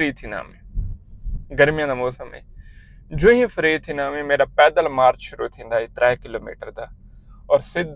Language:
Saraiki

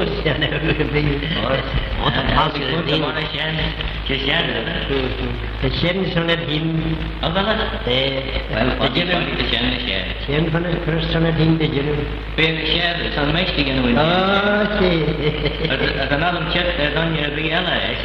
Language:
Manx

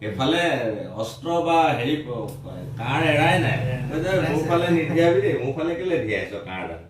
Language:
Assamese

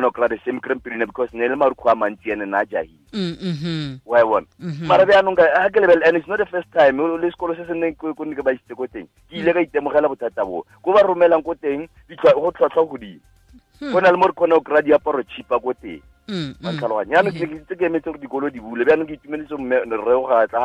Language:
Southern Sotho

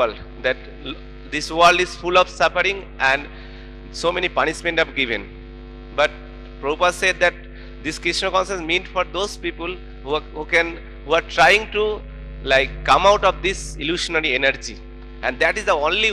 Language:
English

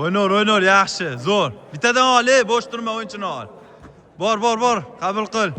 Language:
Uzbek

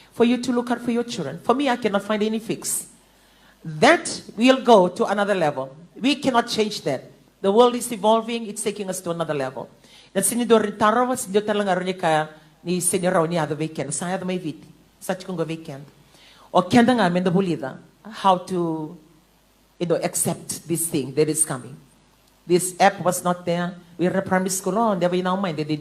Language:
Fijian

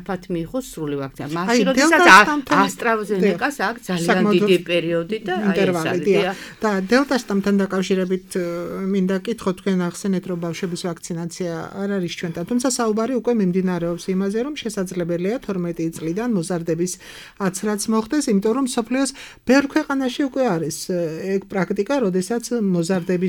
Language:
Georgian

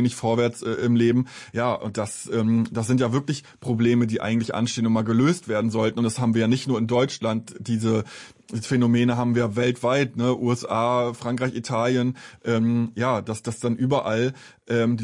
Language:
German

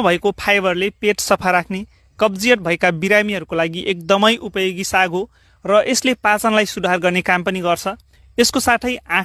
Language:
Nepali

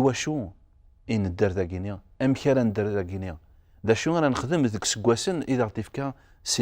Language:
Kabyle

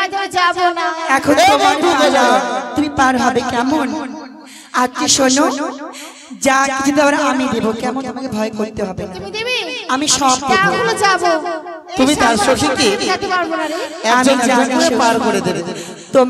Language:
Bangla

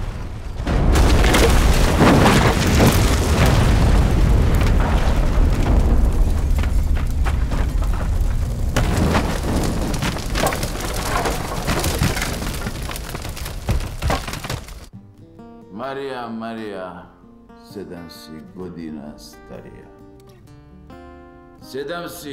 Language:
Croatian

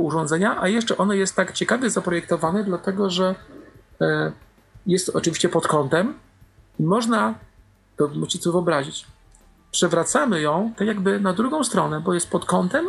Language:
Polish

